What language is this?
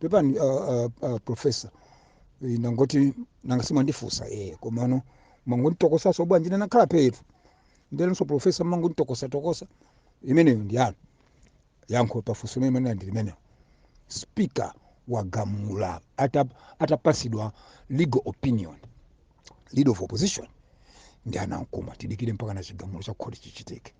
Nyanja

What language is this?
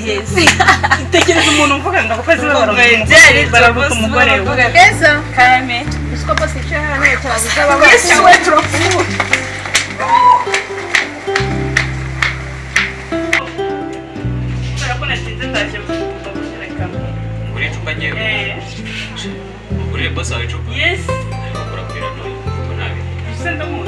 Kinyarwanda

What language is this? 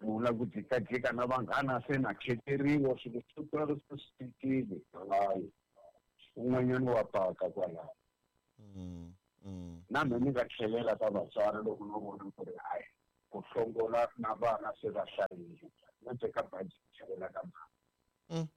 Tsonga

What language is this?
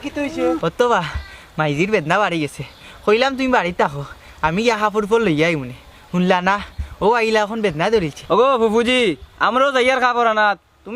Sylheti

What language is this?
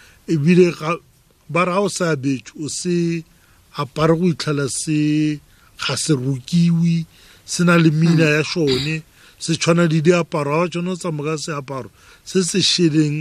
Tswana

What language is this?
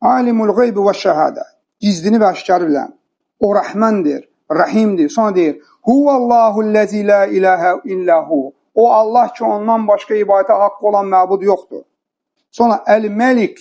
Azerbaijani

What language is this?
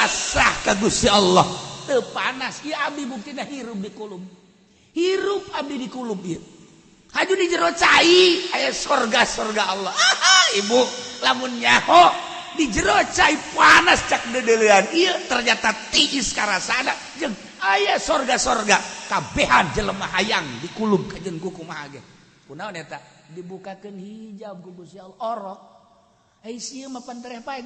Sundanese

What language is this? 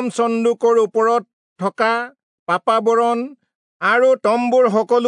Assamese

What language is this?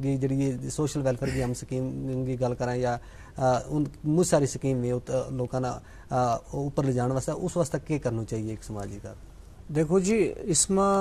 Gujari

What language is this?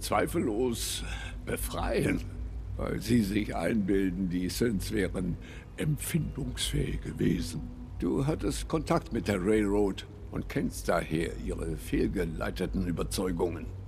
German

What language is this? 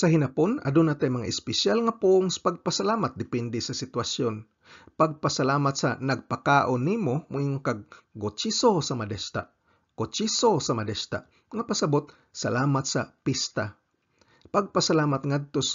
Cebuano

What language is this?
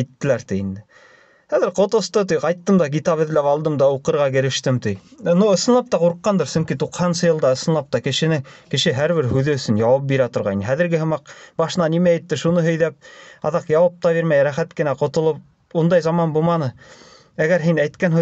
Bashkir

